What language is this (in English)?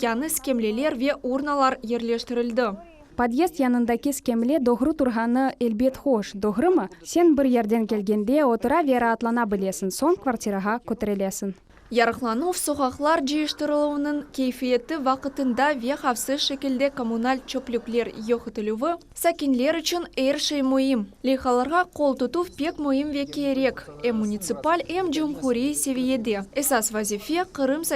Crimean Tatar